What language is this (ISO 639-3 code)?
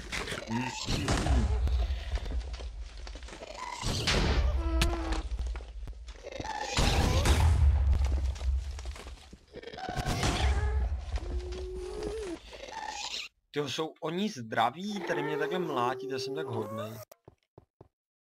ces